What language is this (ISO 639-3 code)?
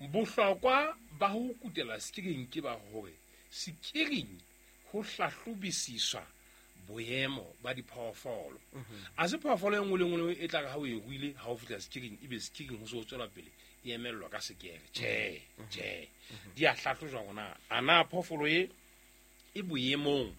sot